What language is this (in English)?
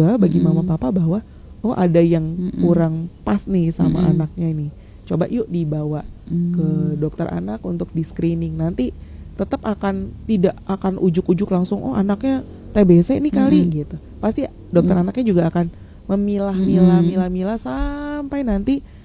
Indonesian